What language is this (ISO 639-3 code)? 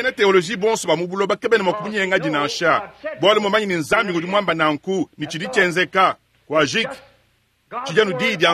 lua